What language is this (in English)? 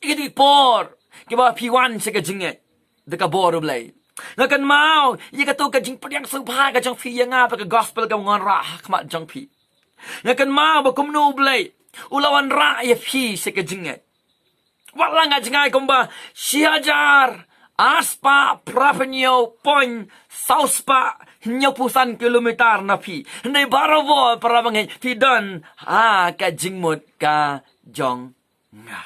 Khasi